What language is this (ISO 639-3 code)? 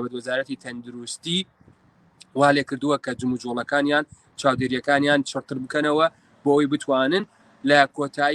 ckb